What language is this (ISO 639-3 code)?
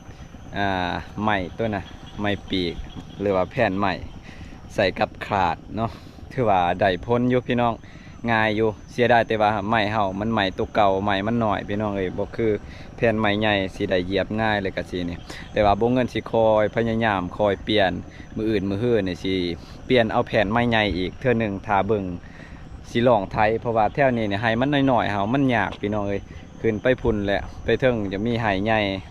lao